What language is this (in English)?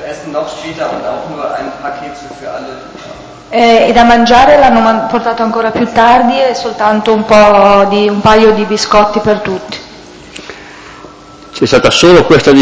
Italian